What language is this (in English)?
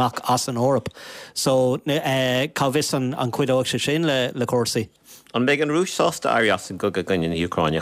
Irish